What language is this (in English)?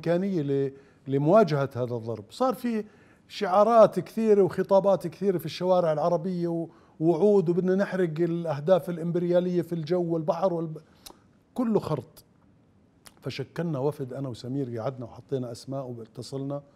Mesopotamian Arabic